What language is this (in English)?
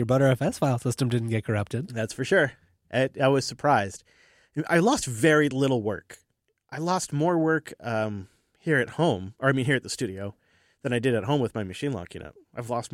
English